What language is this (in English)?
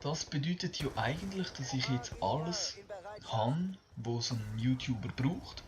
Swiss German